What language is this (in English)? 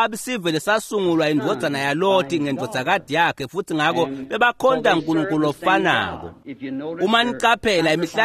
Swati